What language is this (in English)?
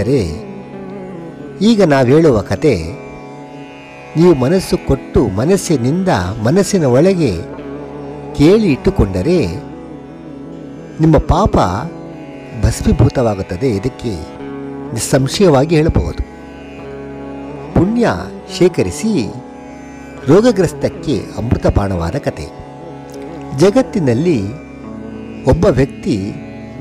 Kannada